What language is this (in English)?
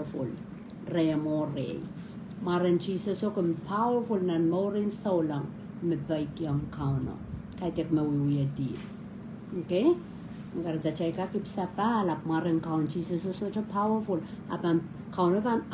Pohnpeian